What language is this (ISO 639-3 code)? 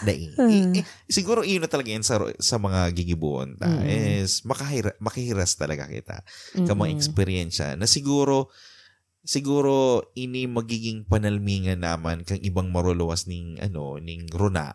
bik